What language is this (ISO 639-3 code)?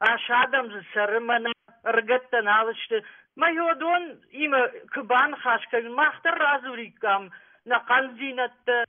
oss